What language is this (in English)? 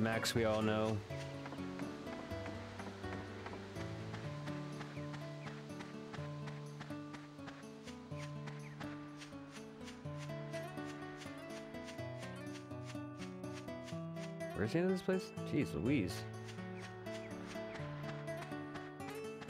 English